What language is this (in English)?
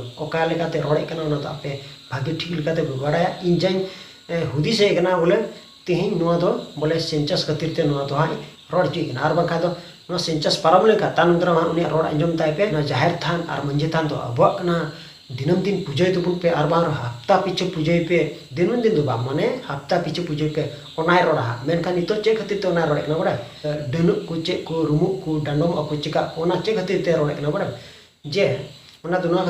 Santali